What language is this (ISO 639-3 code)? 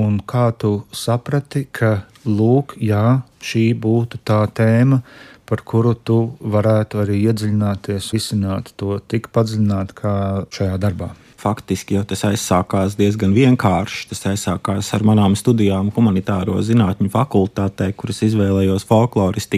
lav